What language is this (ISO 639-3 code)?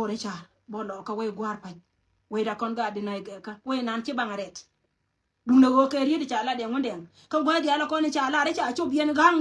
nus